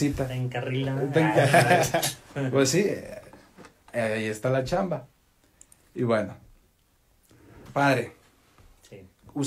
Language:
Spanish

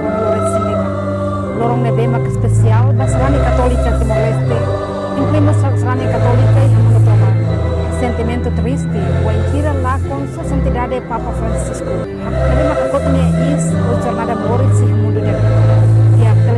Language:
Tetum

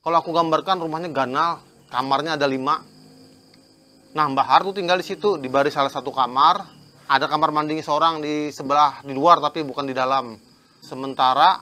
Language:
Banjar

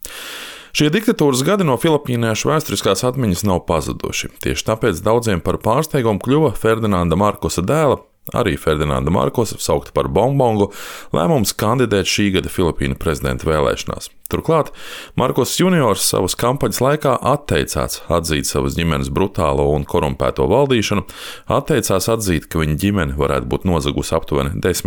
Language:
Latvian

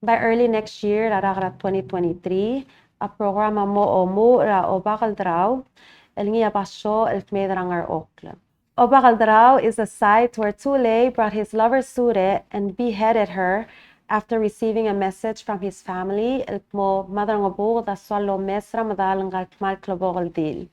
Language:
Palauan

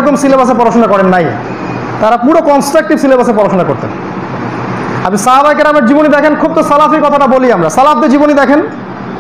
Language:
Bangla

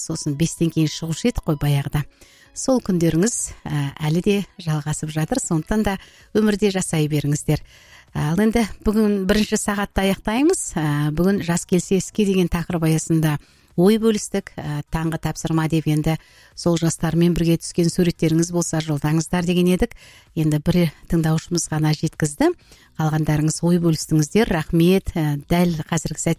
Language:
Kazakh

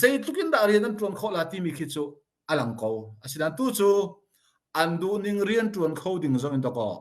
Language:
Hakha Chin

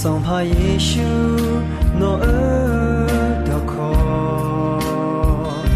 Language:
Akha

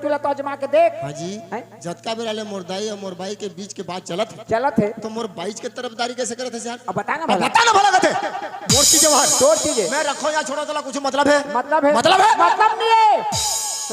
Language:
Chhattisgarhi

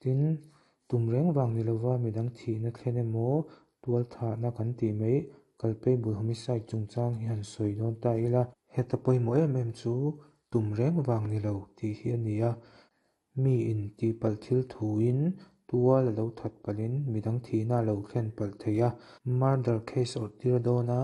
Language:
Mizo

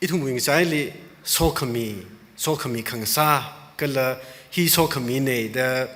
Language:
Tangkhul Naga (India)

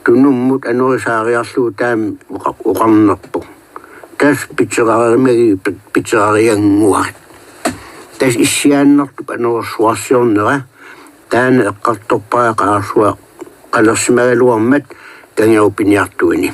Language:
Kalaallisut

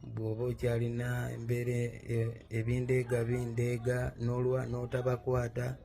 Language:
Ganda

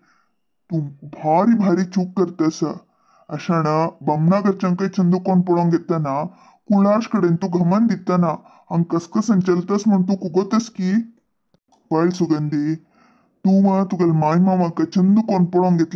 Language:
Konkani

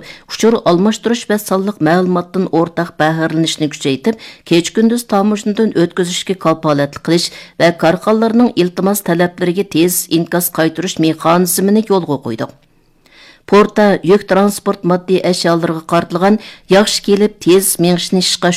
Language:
Uyghur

